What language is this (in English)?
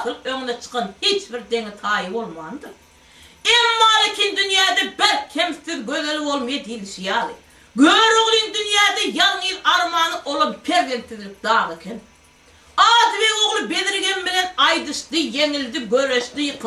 Turkmen